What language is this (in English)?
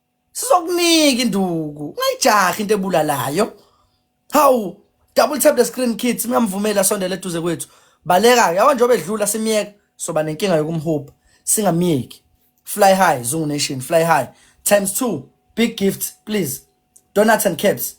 Zulu